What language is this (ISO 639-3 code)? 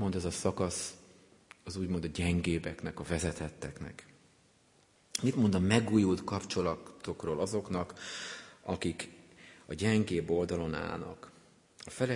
hun